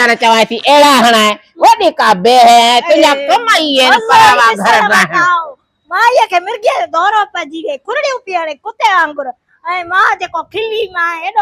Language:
Sindhi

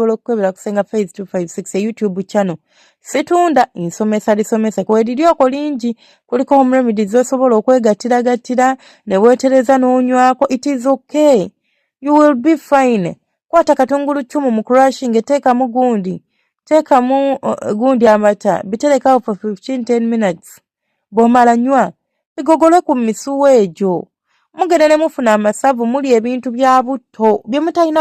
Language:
Ganda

